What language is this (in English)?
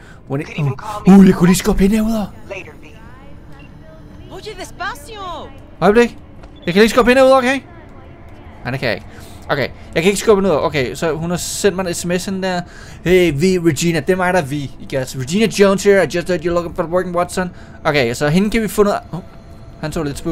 Danish